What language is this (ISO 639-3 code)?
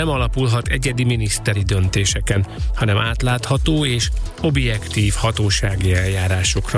hun